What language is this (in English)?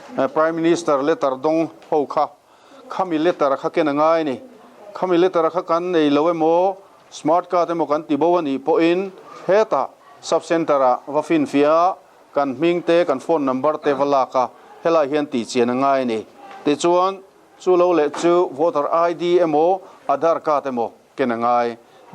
Mizo